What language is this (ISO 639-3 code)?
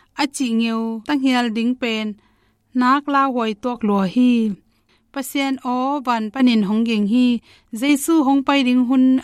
ctd